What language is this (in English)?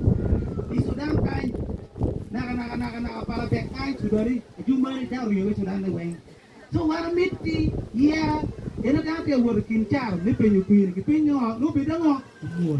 Acoli